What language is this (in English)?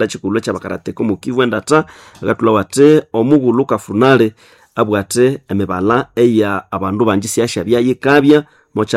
Nande